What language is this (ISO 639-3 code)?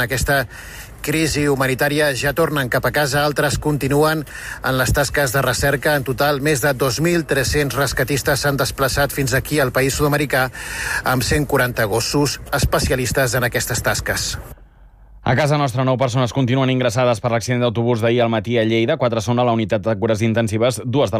cat